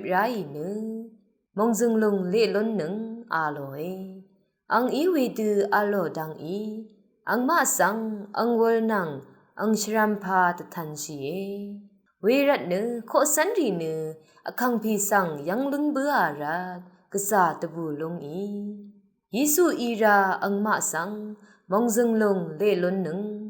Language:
Rawang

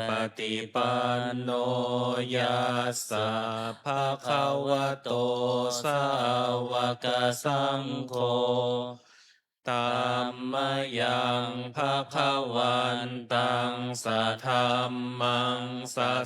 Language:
Pali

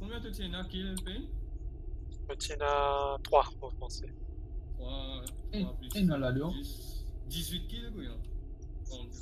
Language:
Morisyen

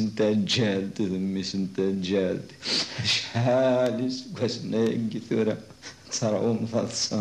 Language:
Kabyle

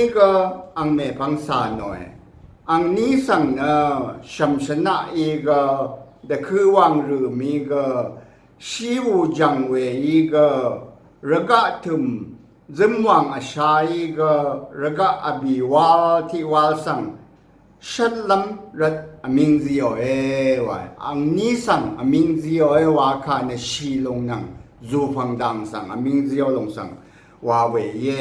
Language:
Rawang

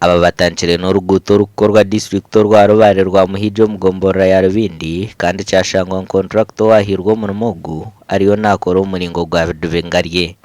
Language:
Nyankole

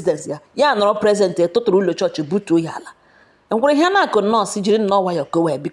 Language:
Igbo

